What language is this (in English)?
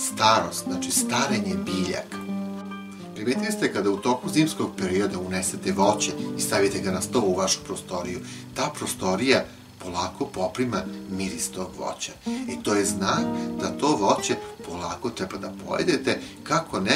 Serbian